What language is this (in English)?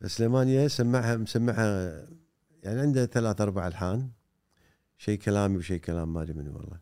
Gulf Arabic